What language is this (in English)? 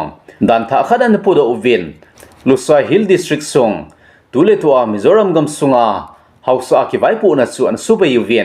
Thado Chin